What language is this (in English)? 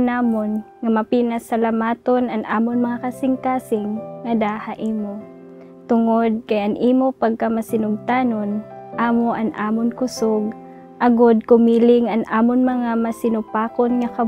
Waray